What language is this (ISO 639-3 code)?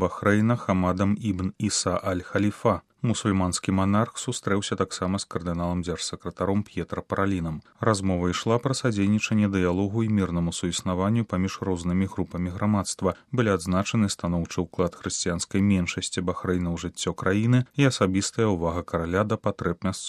bel